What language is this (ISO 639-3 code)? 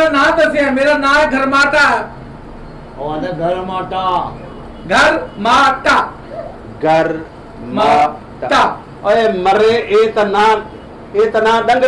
skr